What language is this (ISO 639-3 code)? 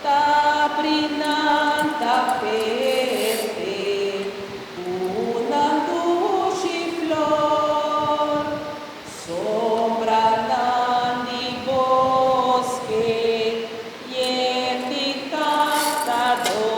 pap